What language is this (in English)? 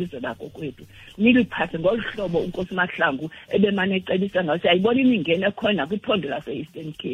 Xhosa